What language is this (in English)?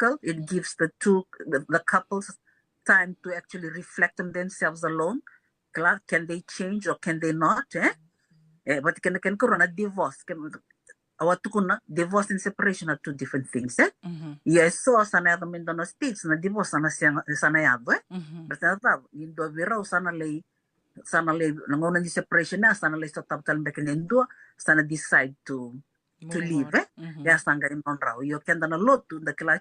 Fijian